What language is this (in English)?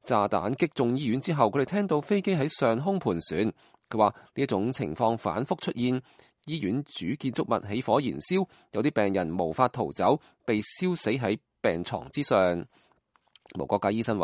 Cantonese